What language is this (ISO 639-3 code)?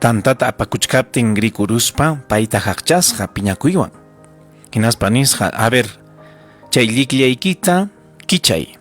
quy